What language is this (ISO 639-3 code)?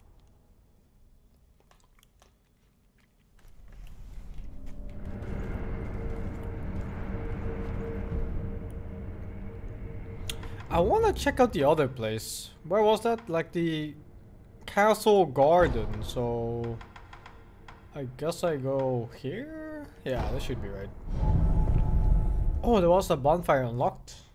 eng